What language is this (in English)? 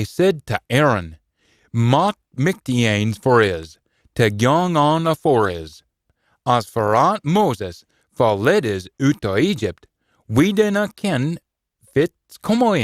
Scots